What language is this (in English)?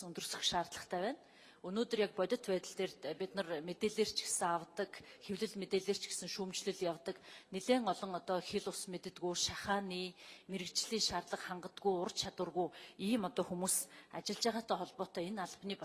Mongolian